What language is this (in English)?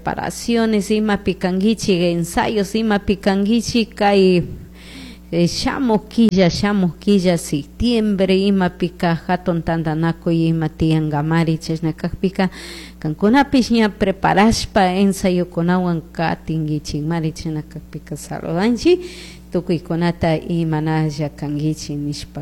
Chimborazo Highland Quichua